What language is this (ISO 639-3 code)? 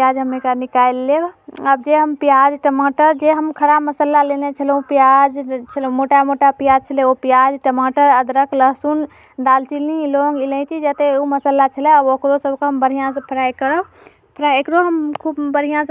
mai